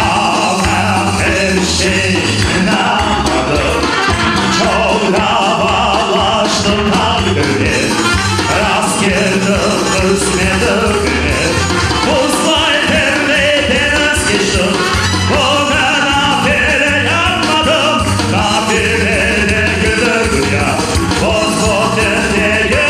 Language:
Crimean Tatar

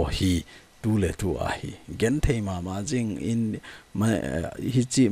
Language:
Thado Chin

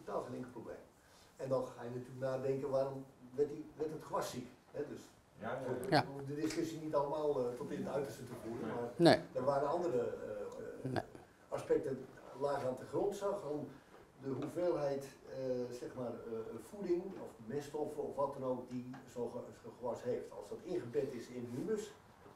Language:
Dutch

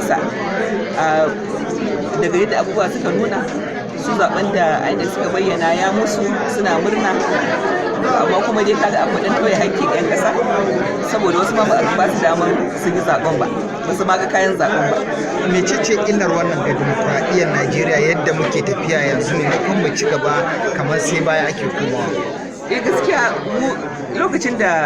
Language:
Hausa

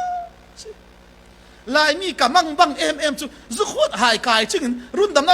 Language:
Falam Chin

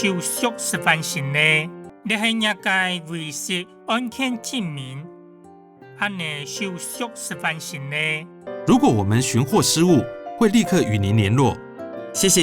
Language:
Hakka Chinese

